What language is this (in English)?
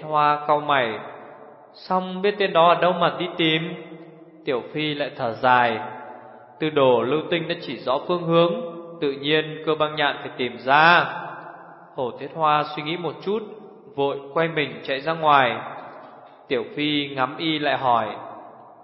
Vietnamese